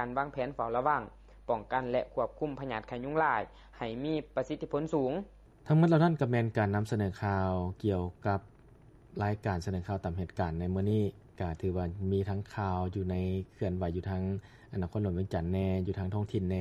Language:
Lao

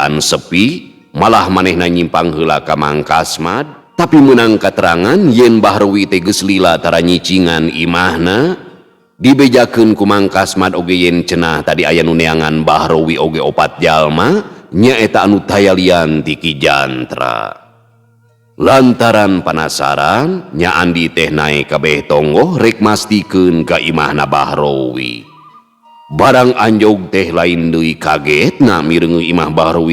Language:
Sundanese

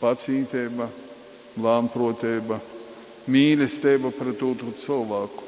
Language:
Latgalian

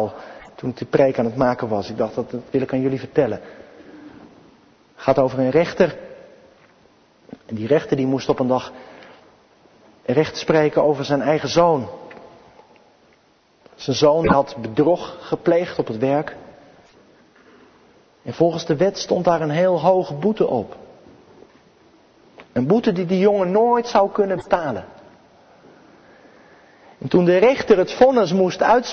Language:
Dutch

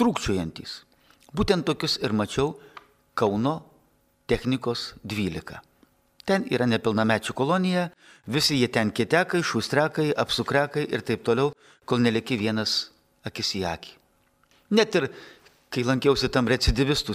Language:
Lithuanian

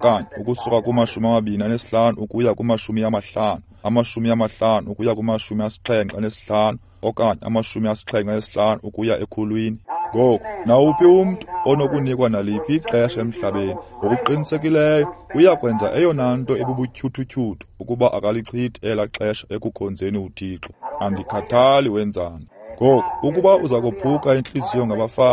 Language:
Xhosa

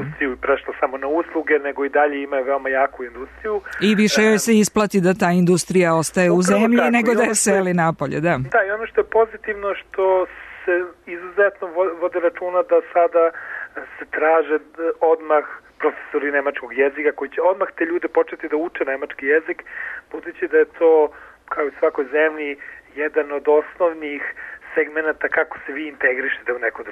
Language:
Serbian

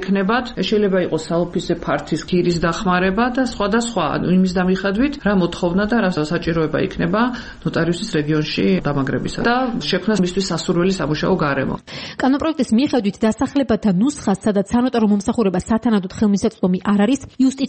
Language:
Georgian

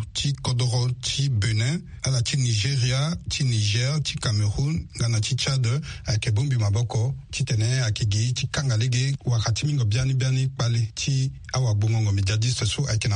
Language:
Sango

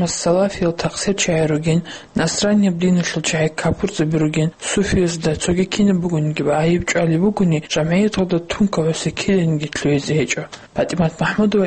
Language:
Avaric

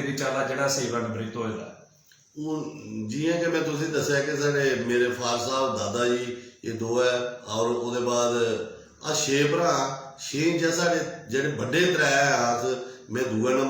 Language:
Dogri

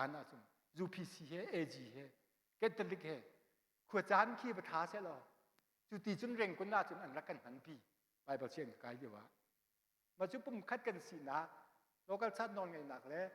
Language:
Hakha Chin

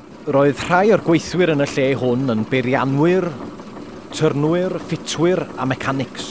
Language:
Welsh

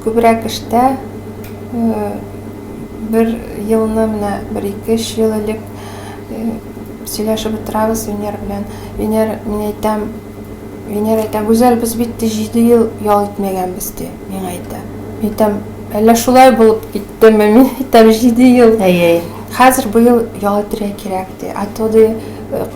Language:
Tatar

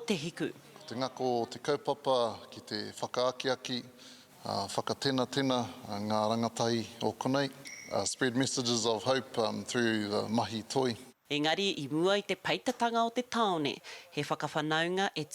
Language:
Māori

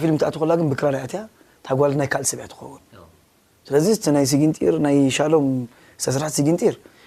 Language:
Tigrinya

